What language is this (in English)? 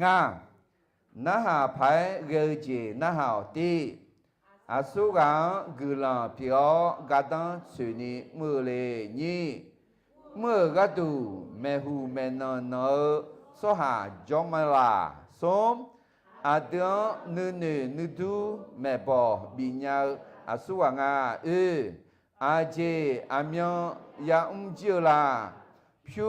Akha